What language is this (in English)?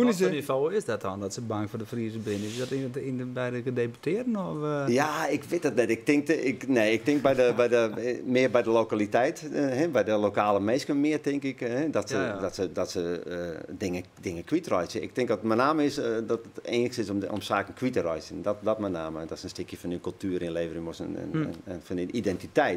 Western Frisian